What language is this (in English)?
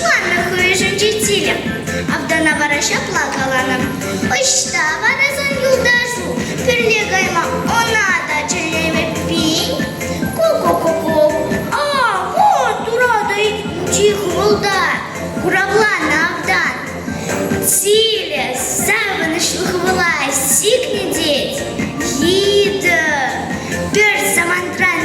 Chuvash